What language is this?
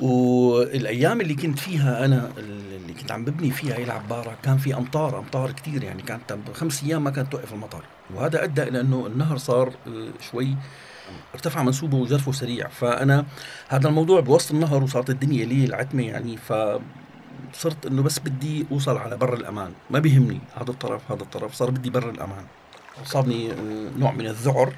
North Levantine Arabic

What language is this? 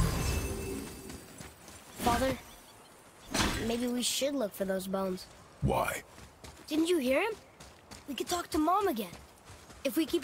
English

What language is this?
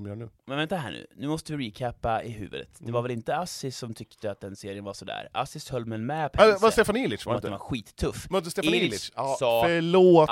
Swedish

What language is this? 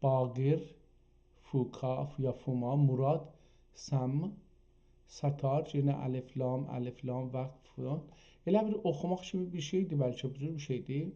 South Azerbaijani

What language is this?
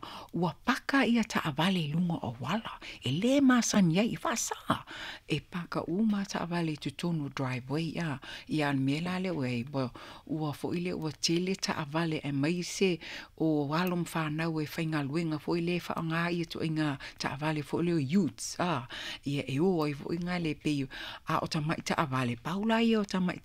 Samoan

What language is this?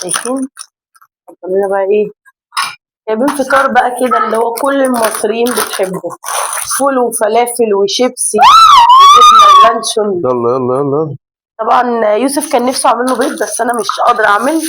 Egyptian Arabic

